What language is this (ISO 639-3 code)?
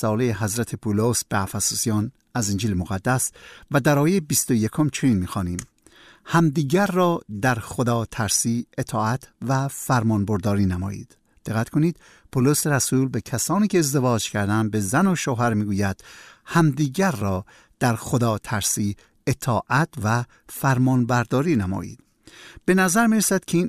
fas